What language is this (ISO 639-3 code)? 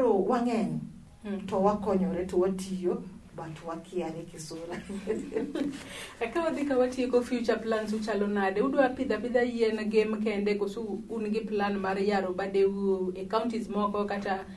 luo